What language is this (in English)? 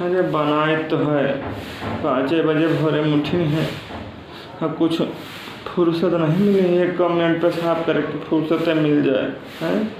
Awadhi